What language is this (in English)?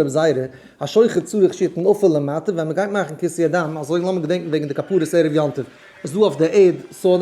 Yiddish